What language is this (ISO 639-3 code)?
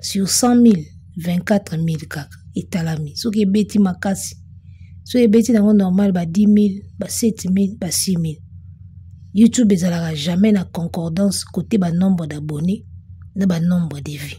lin